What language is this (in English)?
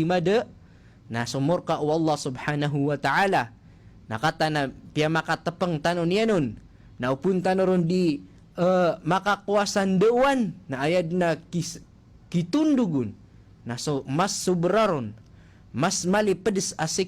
Maranao